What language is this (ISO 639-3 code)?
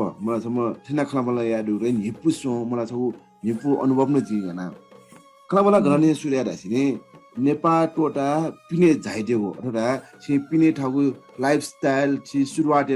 new